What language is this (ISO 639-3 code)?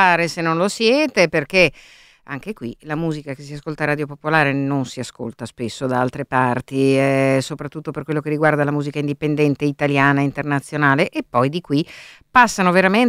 ita